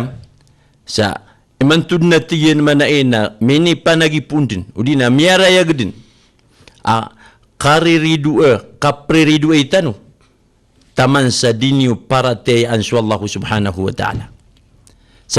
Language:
Maranao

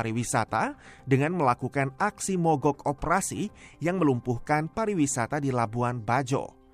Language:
Indonesian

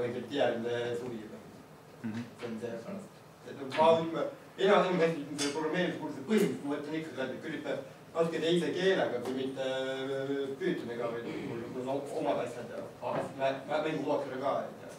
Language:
Estonian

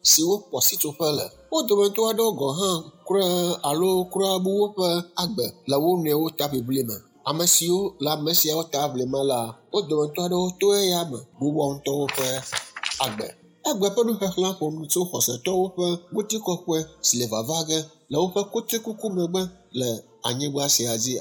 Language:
Ewe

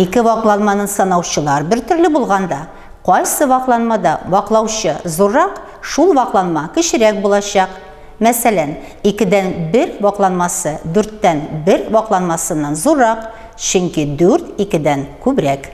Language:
Tatar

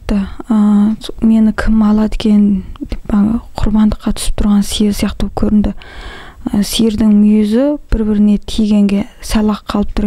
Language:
Kazakh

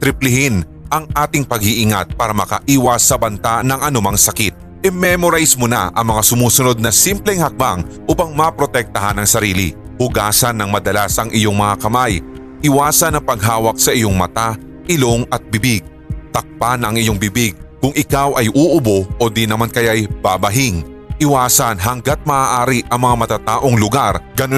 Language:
Filipino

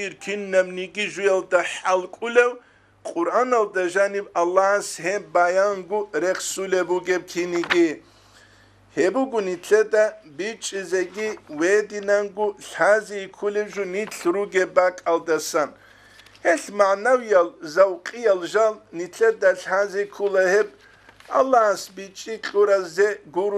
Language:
Avaric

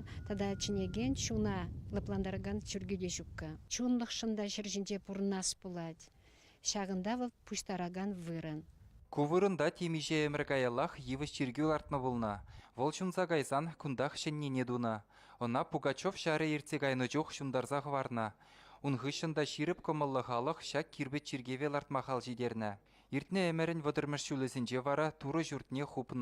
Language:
Chuvash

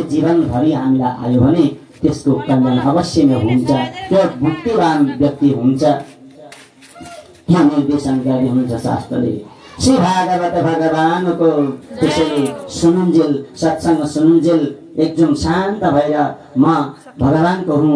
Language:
Nepali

